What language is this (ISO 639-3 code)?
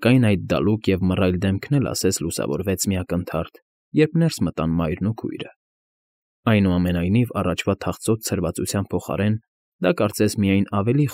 hye